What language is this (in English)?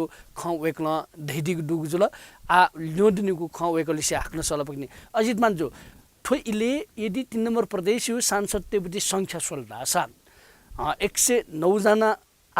Newari